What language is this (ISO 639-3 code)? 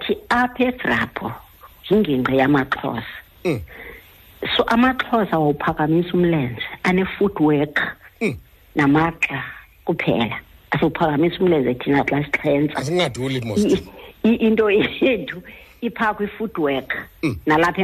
xho